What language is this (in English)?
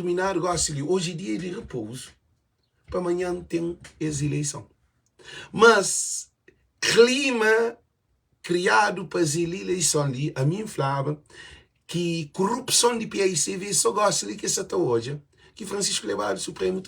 Kabuverdianu